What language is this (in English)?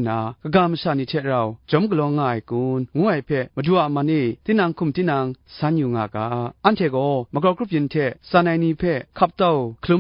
Kachin